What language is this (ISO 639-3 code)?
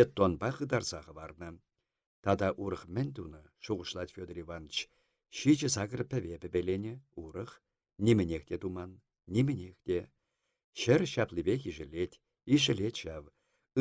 chv